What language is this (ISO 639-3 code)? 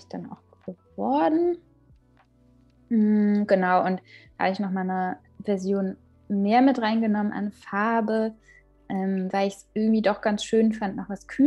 deu